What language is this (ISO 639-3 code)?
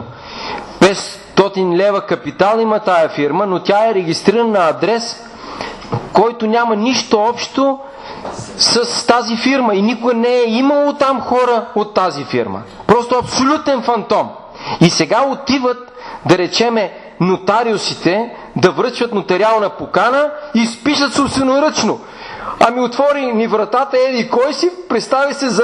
bul